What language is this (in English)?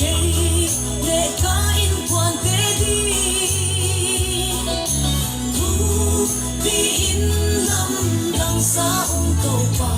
Tedim Chin